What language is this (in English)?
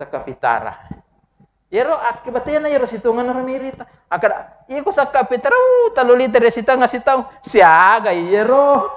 Buginese